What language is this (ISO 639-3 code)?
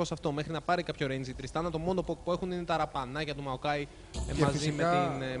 ell